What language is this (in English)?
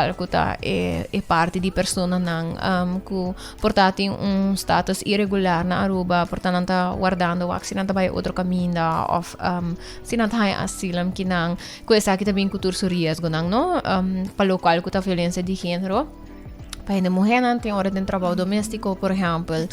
Papiamento